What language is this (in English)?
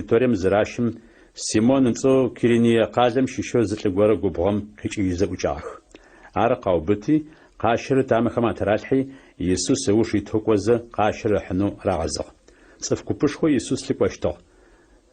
Adyghe